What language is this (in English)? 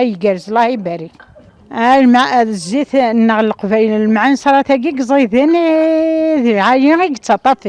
Kabyle